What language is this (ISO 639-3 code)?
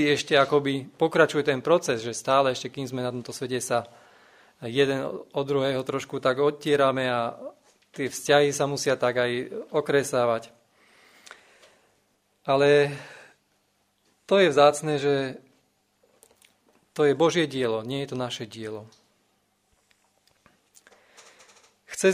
slk